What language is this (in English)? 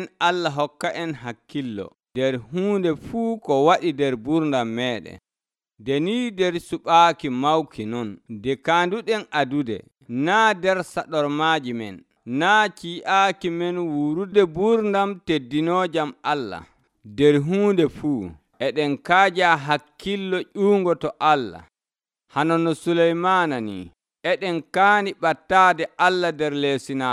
Nigerian Fulfulde